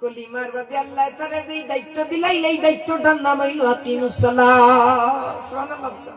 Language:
Sylheti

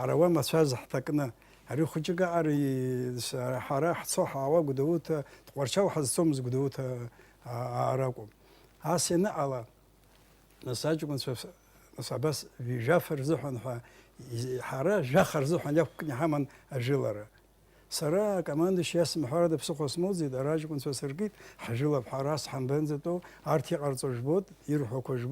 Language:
Abkhazian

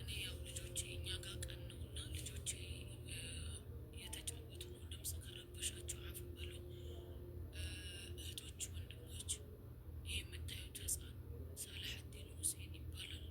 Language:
Amharic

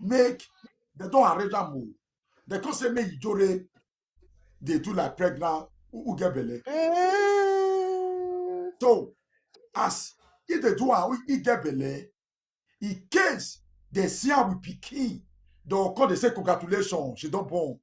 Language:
Nigerian Pidgin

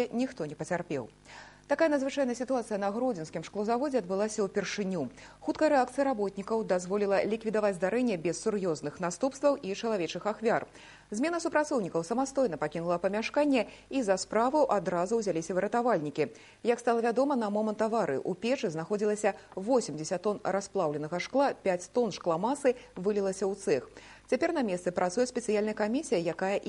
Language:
Belarusian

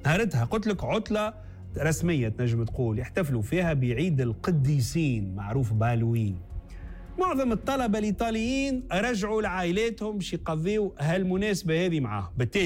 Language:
Tunisian Arabic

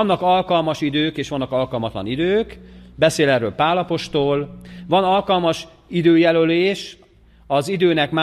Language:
Hungarian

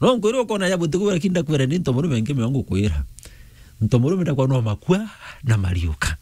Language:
Meru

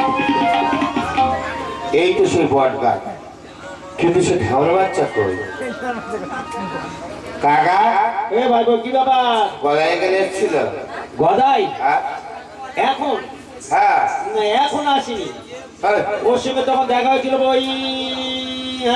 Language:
Bangla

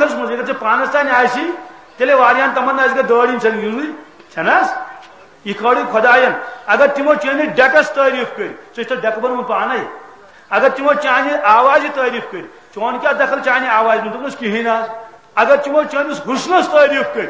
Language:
Kashmiri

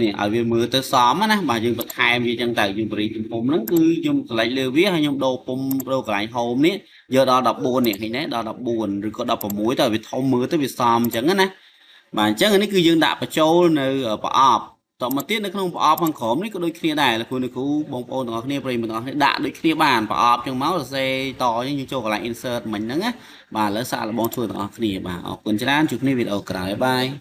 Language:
Khmer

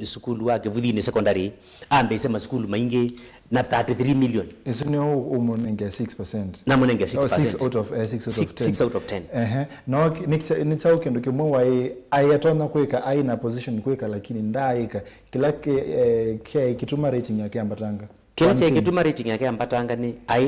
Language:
Kamba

